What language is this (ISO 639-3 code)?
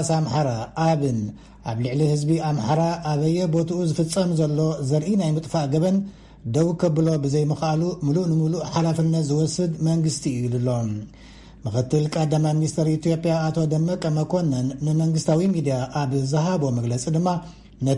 tir